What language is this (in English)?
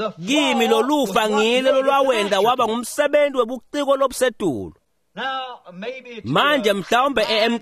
Swati